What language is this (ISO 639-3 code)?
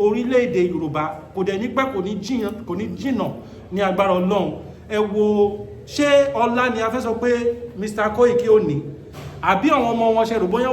yor